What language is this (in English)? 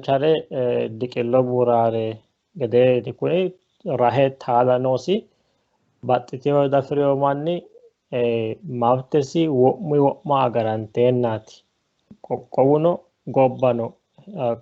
Sidamo